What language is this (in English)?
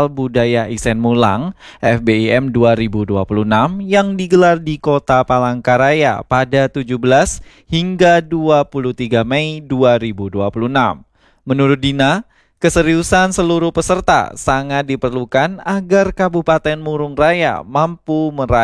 Indonesian